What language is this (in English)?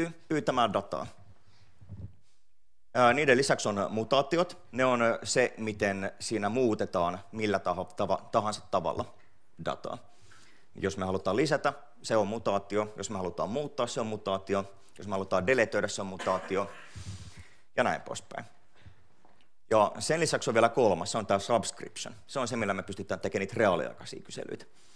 Finnish